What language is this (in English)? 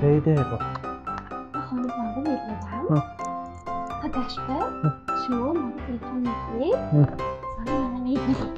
Tajik